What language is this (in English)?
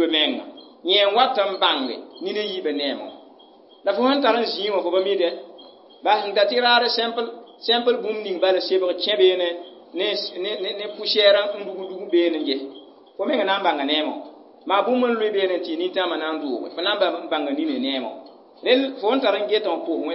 Mossi